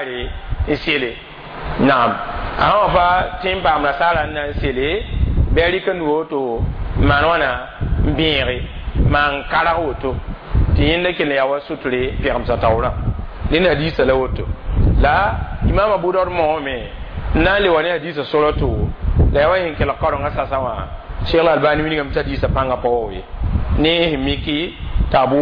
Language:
Mossi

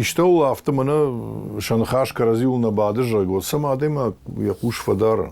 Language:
Ossetic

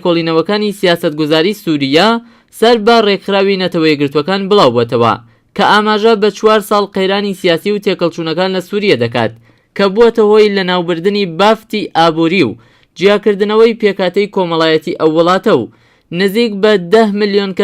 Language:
Central Kurdish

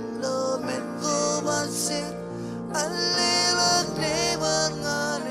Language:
Marshallese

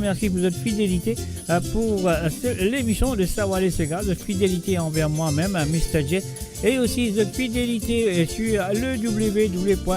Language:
Morisyen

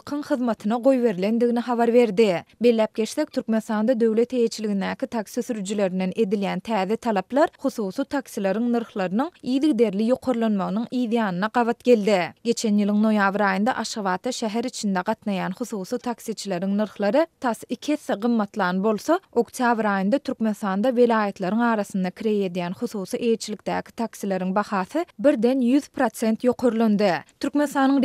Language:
Turkmen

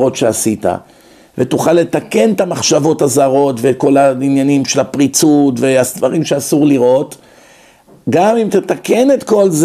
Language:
Hebrew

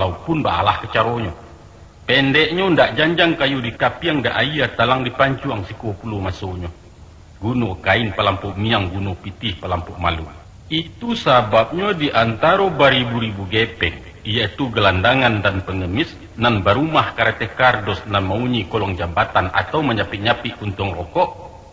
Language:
Minangkabau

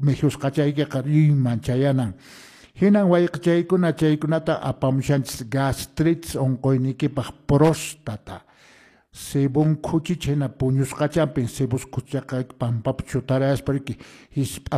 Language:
Quechua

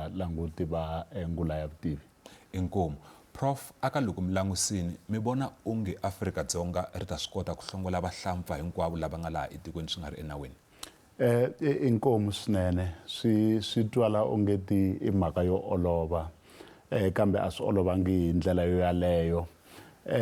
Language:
Tsonga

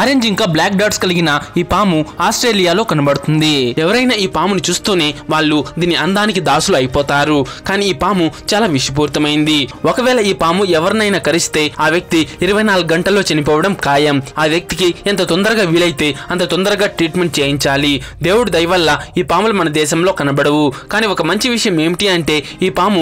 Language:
Telugu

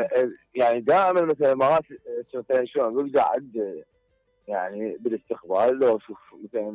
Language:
Mesopotamian Arabic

